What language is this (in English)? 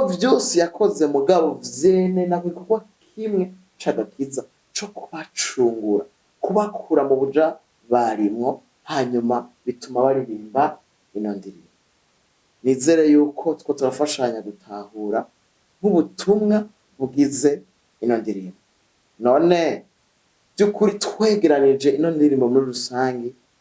Rundi